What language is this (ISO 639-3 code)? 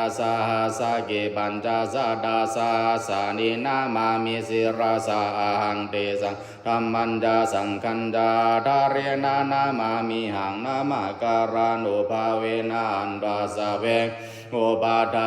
pli